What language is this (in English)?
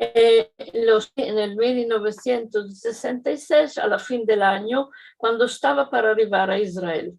Ladino